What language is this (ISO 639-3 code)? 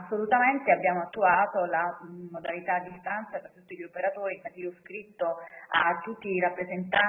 ita